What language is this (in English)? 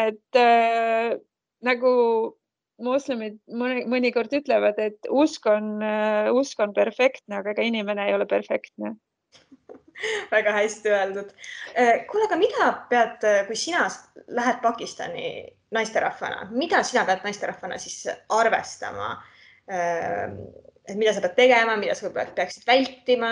Estonian